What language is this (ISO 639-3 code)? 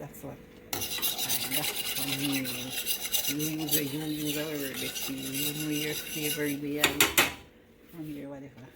jam